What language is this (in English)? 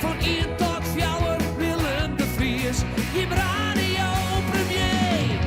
Western Frisian